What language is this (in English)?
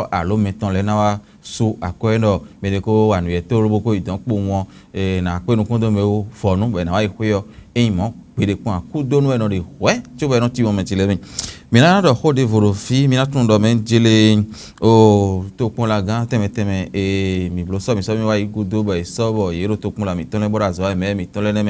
Fon